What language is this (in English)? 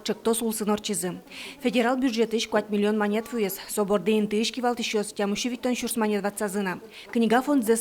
Udmurt